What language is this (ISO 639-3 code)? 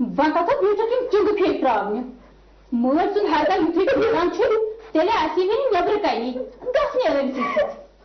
kas